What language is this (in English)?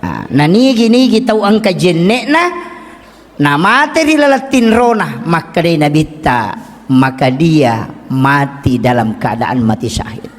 Buginese